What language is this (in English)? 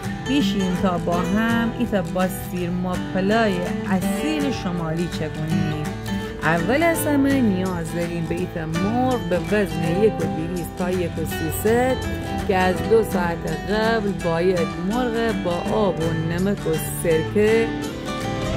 Gilaki